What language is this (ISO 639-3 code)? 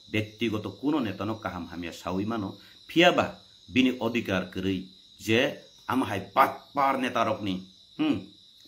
trp